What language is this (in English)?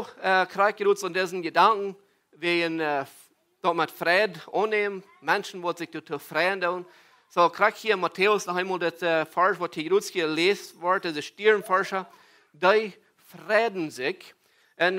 Plautdietsch